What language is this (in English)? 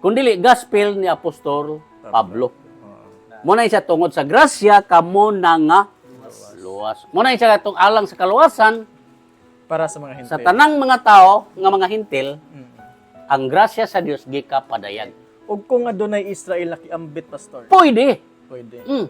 Cebuano